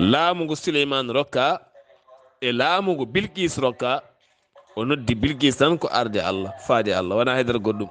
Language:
Fula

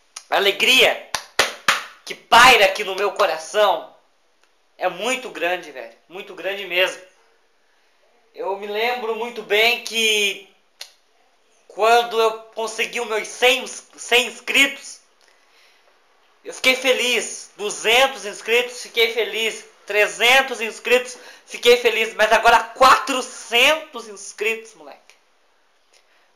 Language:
Portuguese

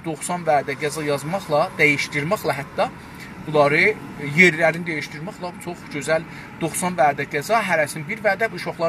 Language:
South Azerbaijani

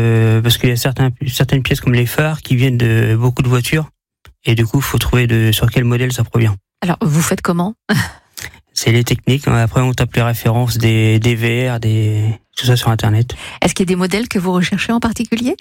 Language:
French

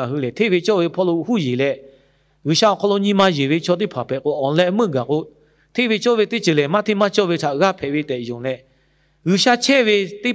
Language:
Lahu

